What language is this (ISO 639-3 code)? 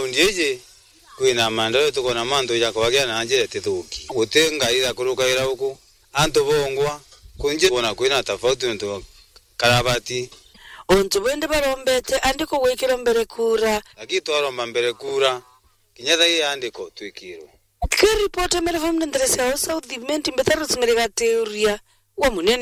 mer